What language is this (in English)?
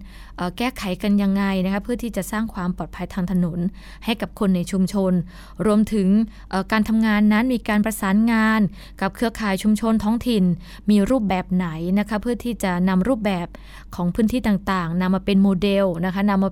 Thai